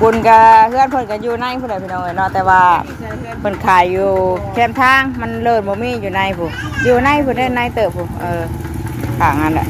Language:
Northeastern Thai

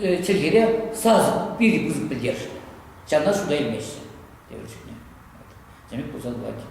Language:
Chuvash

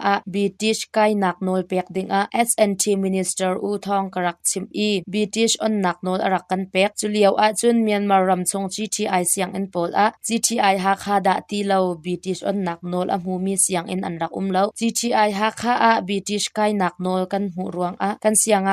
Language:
Hakha Chin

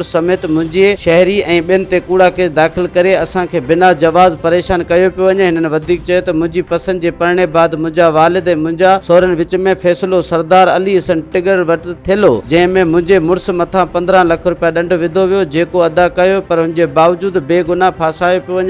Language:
Sindhi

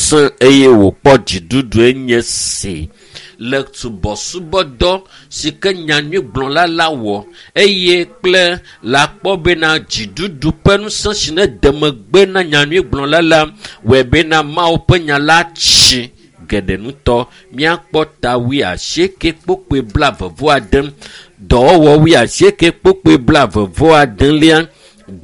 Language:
Ewe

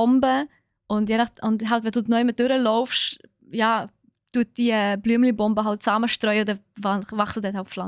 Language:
Swiss German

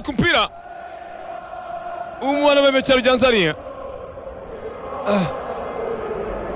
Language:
Kinyarwanda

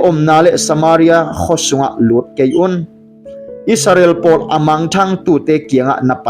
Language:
Tedim Chin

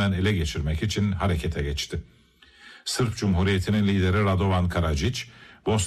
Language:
Turkish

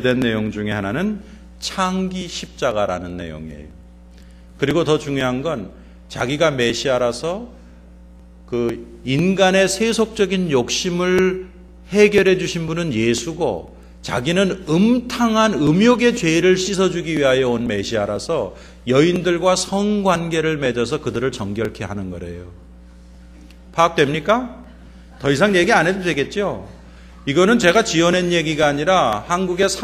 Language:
Korean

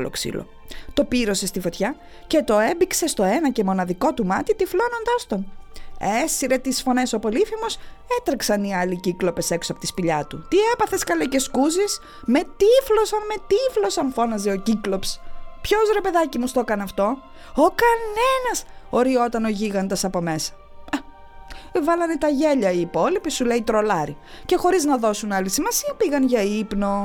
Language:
Greek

